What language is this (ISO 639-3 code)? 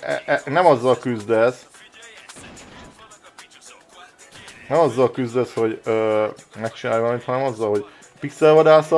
hun